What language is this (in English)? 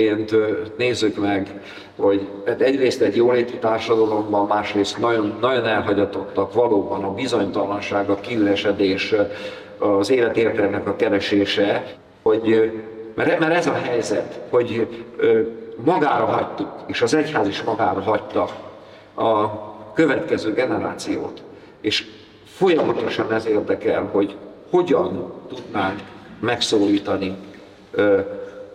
Hungarian